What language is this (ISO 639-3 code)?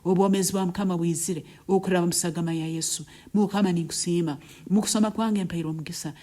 nyn